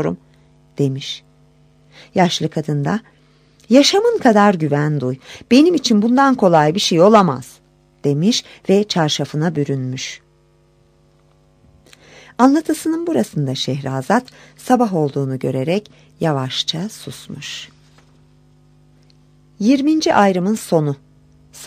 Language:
Turkish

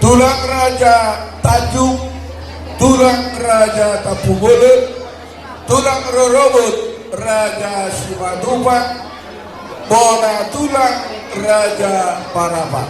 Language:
Batak Toba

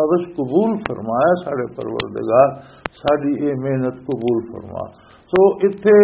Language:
Western Panjabi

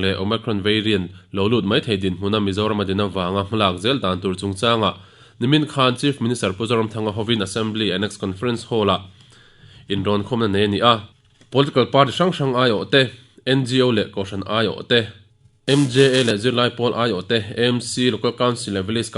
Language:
Mizo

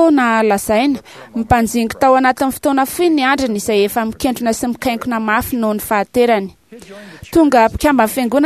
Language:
Malagasy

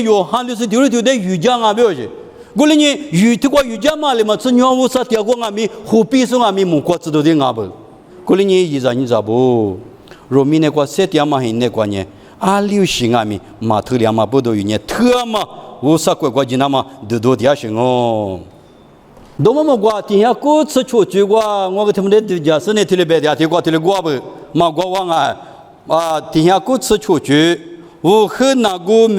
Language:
Lisu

